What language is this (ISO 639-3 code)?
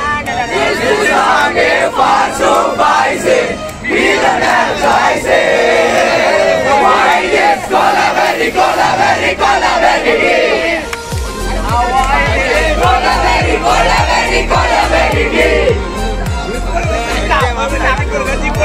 tam